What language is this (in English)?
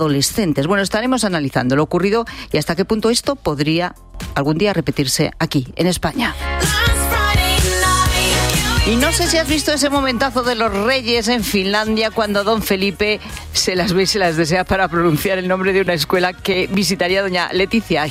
Spanish